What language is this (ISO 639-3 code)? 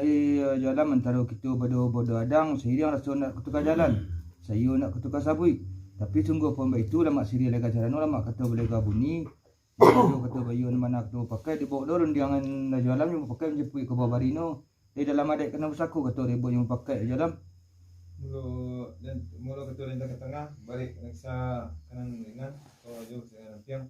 min